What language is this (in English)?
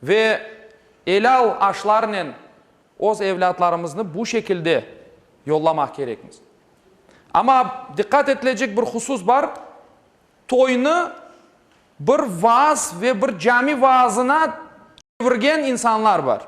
Crimean Tatar